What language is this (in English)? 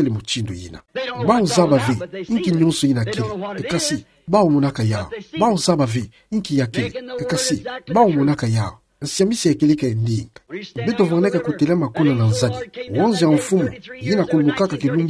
Kituba (Democratic Republic of Congo)